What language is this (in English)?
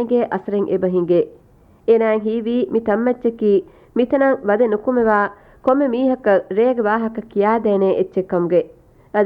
Divehi